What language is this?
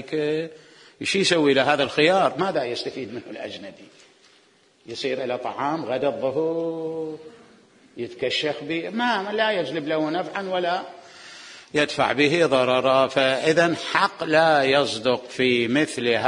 Mesopotamian Arabic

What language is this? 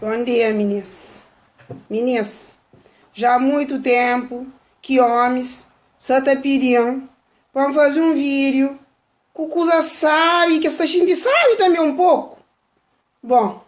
Kabuverdianu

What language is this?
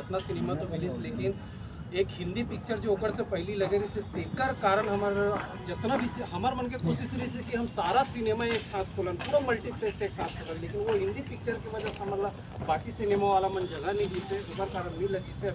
Chhattisgarhi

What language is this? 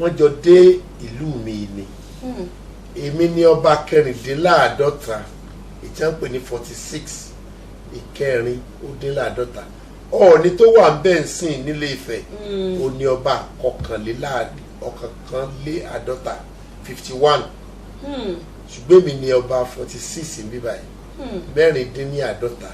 Yoruba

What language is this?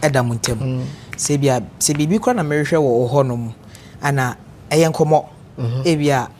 Akan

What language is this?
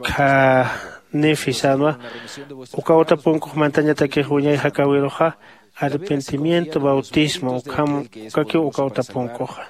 Aymara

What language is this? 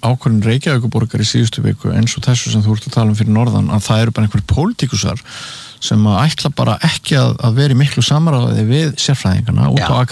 Icelandic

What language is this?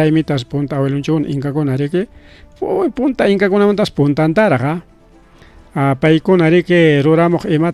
Ayacucho Quechua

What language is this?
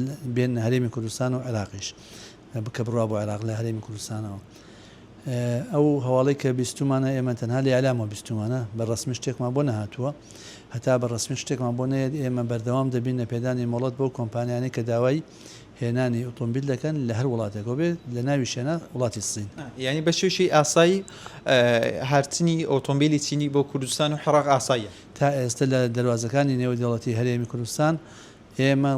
Central Kurdish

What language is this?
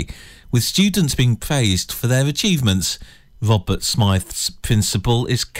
English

